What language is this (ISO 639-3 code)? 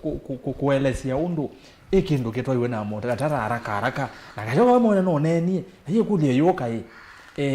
kam